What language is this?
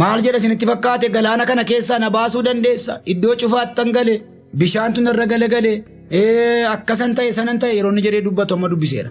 Oromo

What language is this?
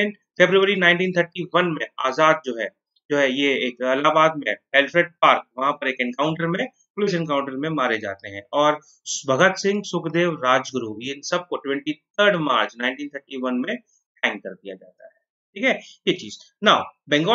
Hindi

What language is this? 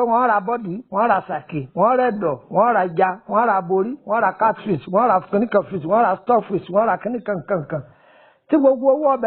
Yoruba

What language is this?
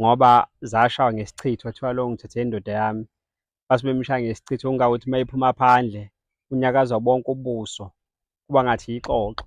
Zulu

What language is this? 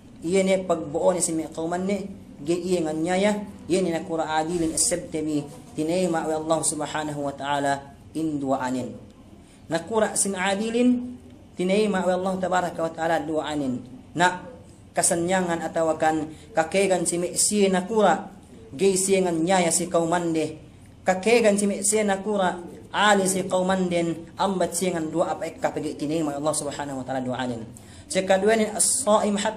Yakan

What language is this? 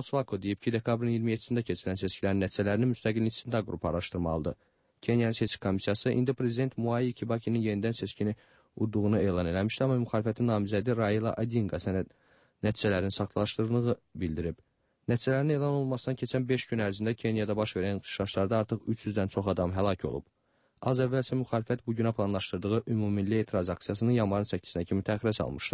Azerbaijani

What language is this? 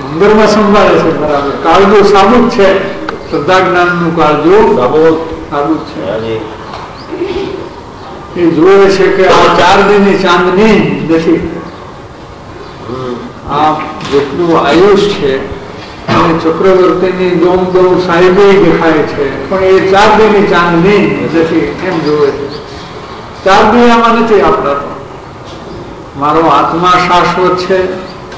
Gujarati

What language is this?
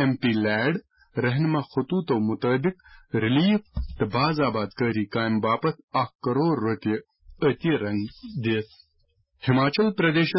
Kashmiri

